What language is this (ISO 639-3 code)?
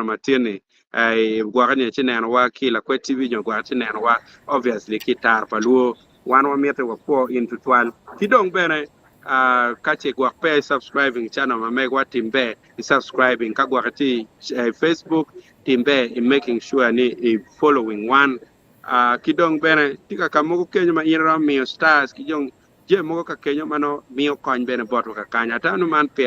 ach